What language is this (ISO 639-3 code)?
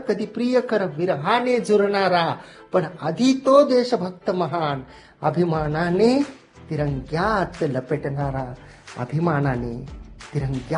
mar